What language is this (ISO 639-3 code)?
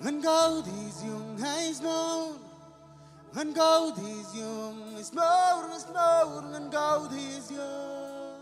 mah